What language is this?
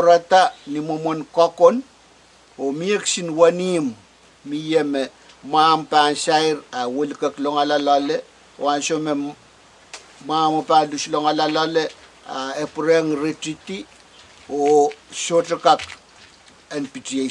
Pohnpeian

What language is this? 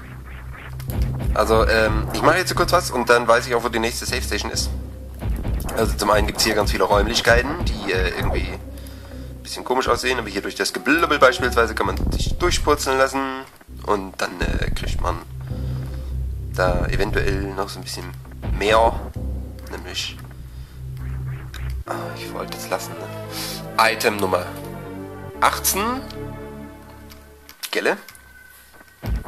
German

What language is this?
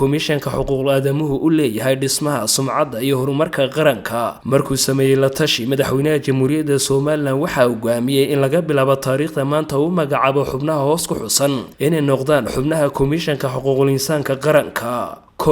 Somali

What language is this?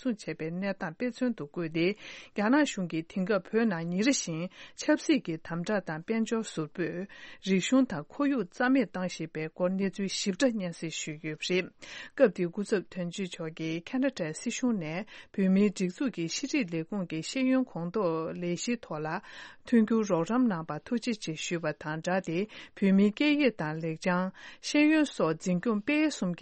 Tibetan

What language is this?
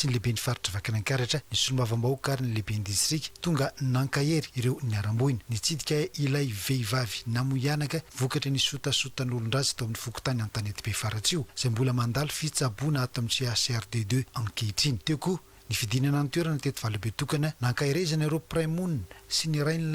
Malagasy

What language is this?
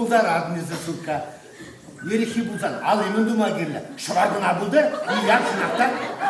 Chuvash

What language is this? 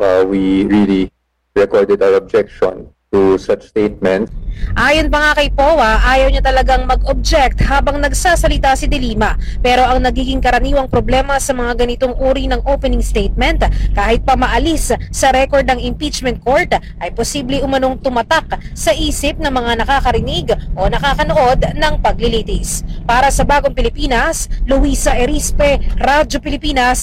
Filipino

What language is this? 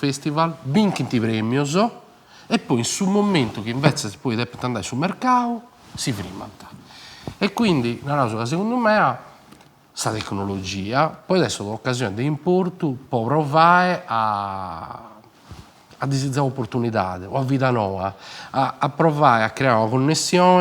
Sardinian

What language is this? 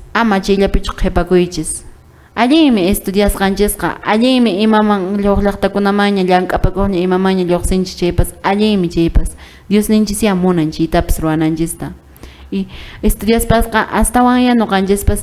Quechua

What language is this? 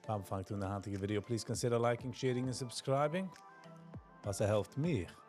Yiddish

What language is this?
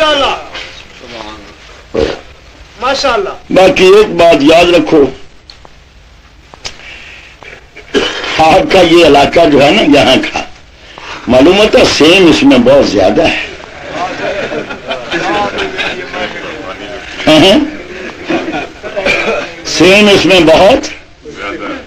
Urdu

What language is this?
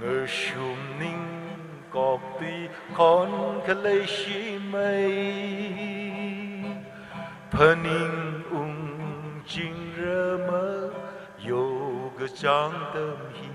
Tangkhul Naga (India)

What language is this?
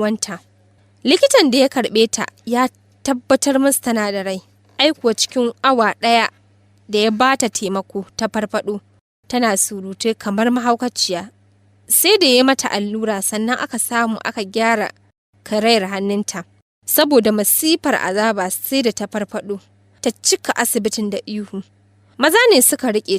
Hausa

